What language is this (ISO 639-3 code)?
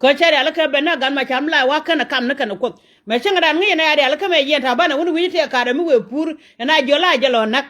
nus